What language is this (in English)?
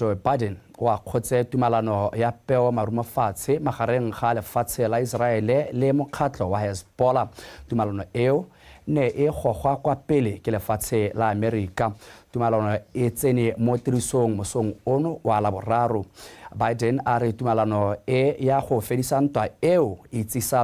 Tswana